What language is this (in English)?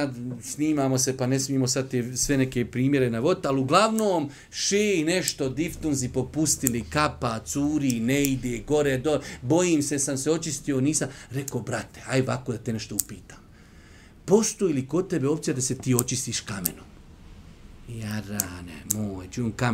Bosnian